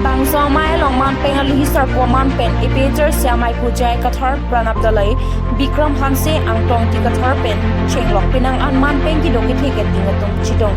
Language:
Karbi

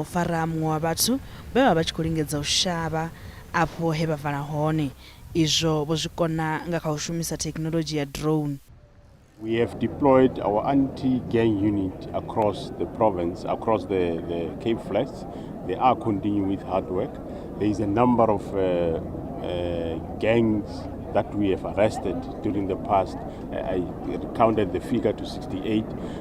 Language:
Venda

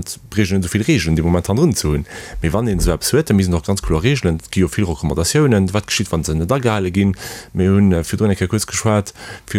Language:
Luxembourgish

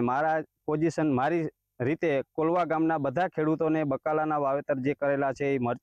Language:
Gujarati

